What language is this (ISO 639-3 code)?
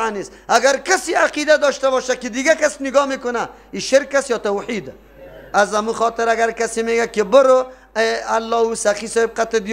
fas